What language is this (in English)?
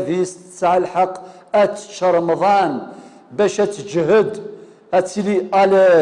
Kabyle